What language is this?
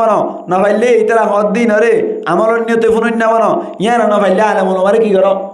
Rohingya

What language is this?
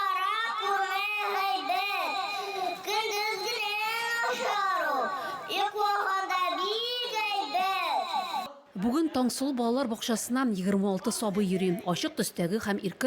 Tatar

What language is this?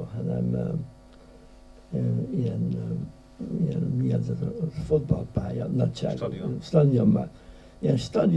Hungarian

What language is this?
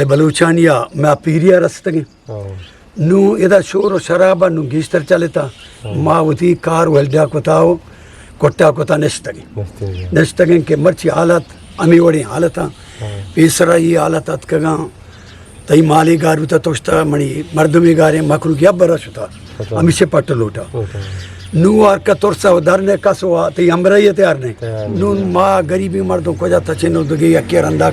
Eastern Balochi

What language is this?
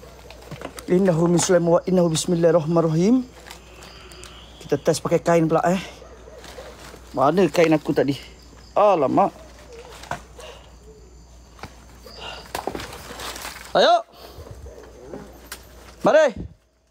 Malay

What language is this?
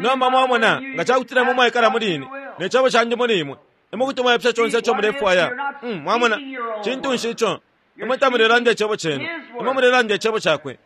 Bemba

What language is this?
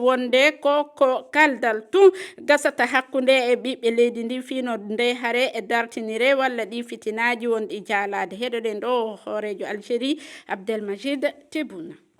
Fula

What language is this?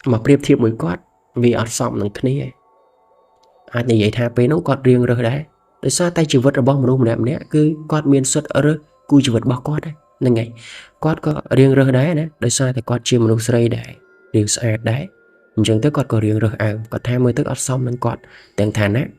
Khmer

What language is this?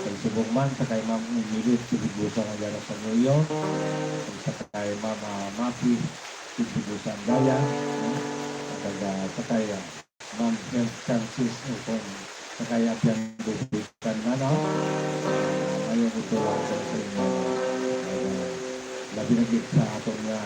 Hiligaynon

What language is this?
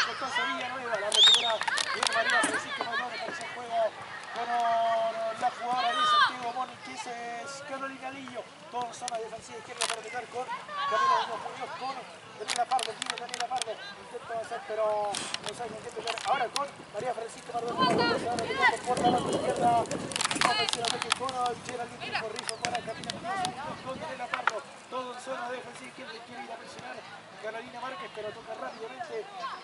Spanish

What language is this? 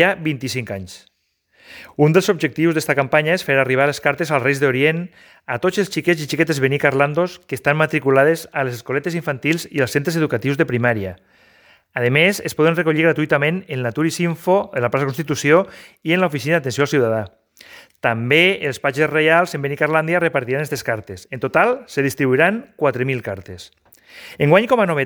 Catalan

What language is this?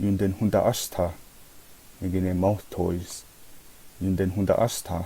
Mohawk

